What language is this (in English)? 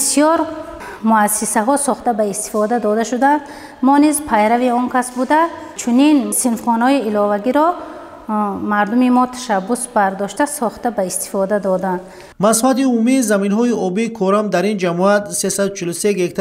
Tajik